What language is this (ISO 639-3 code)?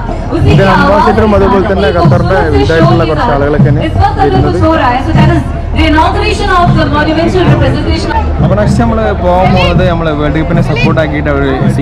mal